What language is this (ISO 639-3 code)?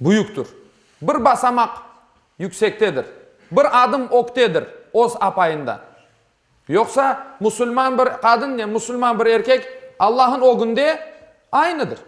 crh